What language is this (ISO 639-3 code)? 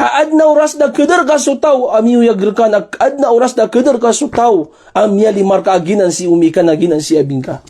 mrw